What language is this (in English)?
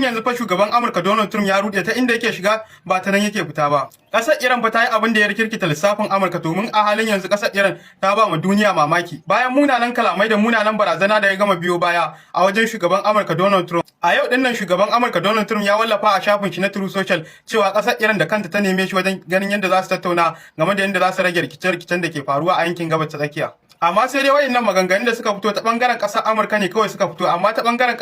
Hausa